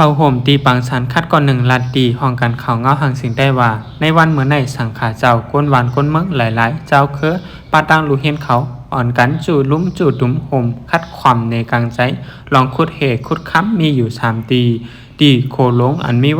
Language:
Shan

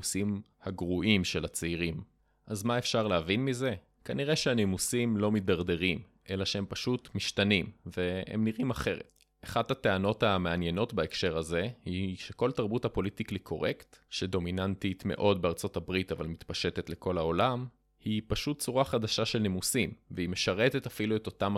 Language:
Hebrew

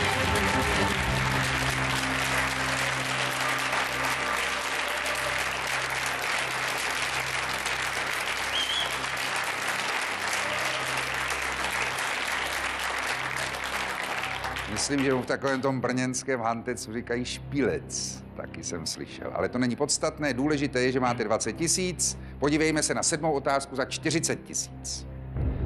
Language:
Czech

